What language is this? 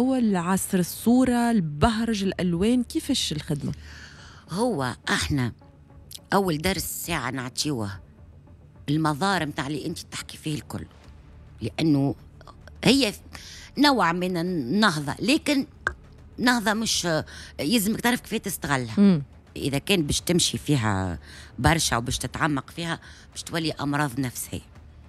Tunisian Arabic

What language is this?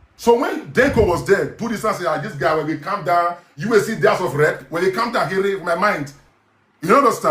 Nigerian Pidgin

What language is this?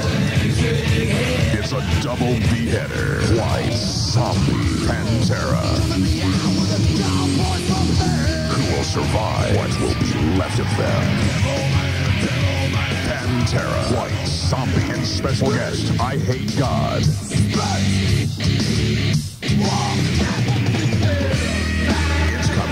English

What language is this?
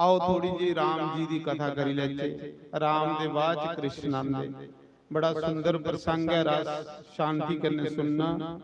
Dogri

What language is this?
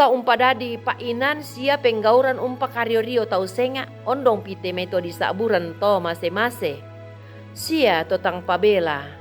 Toraja-Sa'dan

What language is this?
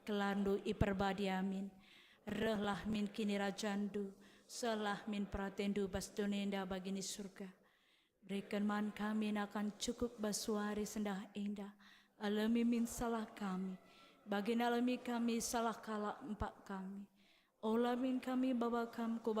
Batak Karo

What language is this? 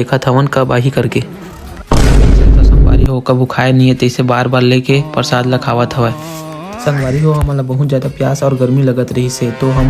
Chhattisgarhi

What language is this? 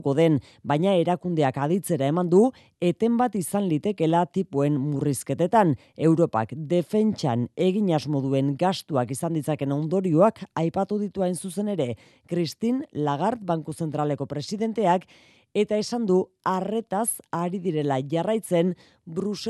Basque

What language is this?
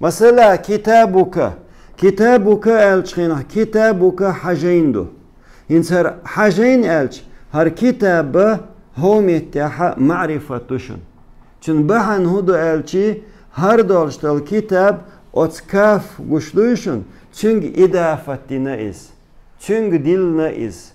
Chechen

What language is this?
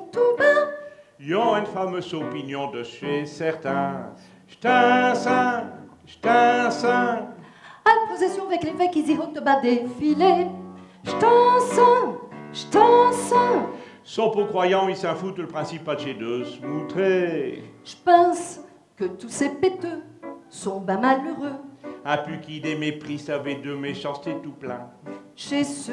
Picard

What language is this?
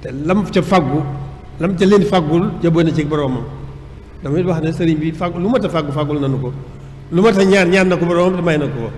Wolof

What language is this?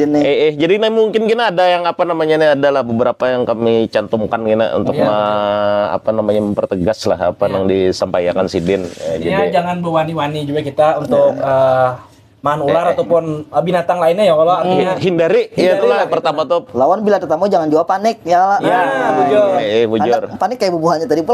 Banjar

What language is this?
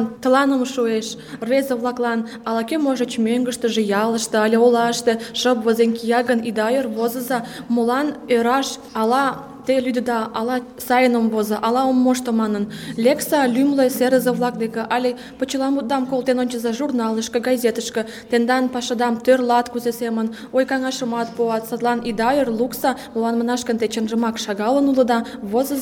Mari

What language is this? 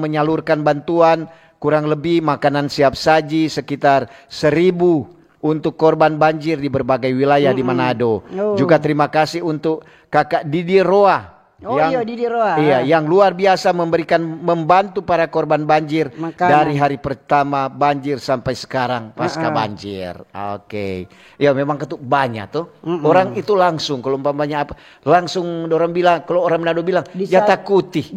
Manado Malay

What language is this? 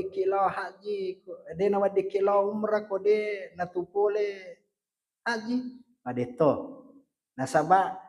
Buginese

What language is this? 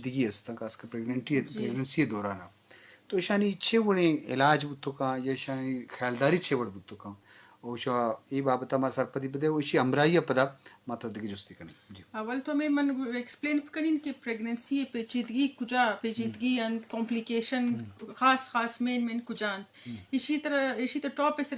Eastern Balochi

